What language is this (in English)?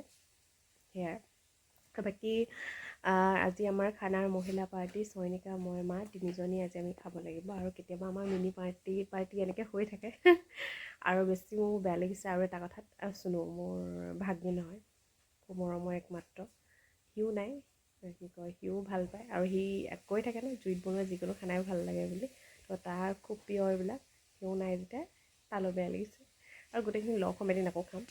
Assamese